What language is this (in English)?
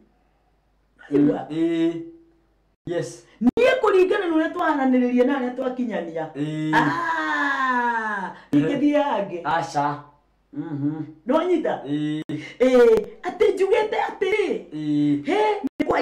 Kikuyu